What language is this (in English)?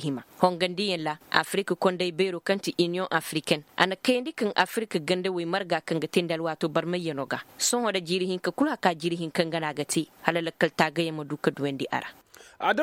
Koyraboro Senni